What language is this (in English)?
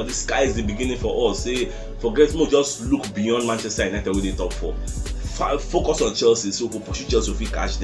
Nigerian Pidgin